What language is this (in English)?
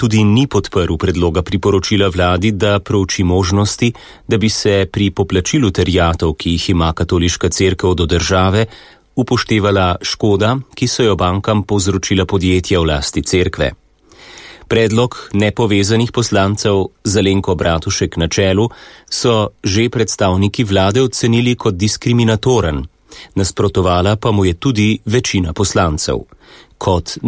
Slovenian